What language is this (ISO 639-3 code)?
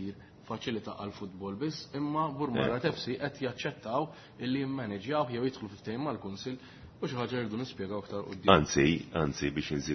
mlt